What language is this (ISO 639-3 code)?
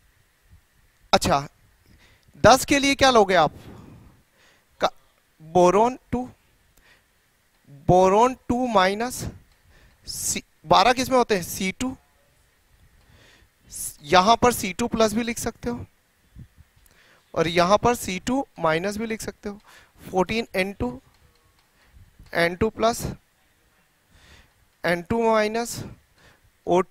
hin